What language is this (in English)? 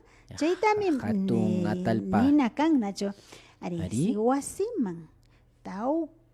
Imbabura Highland Quichua